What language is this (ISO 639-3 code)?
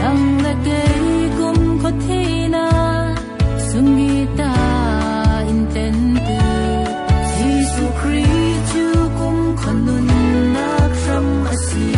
cfm